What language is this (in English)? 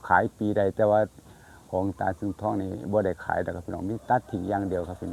Northeastern Thai